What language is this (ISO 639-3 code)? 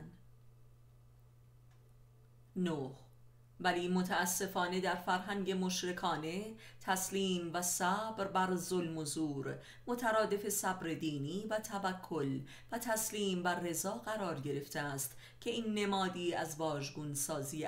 fas